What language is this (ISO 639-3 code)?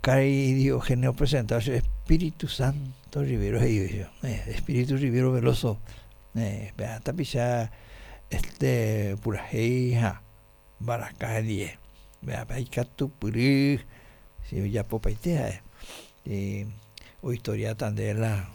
grn